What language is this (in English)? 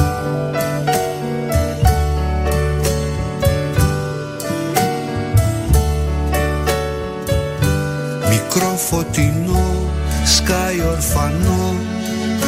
Greek